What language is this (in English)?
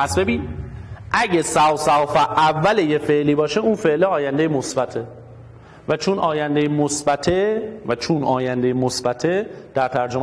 Persian